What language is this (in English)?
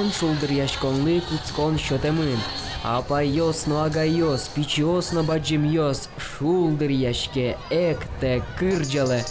Udmurt